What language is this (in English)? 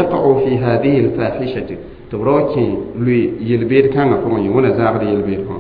Mossi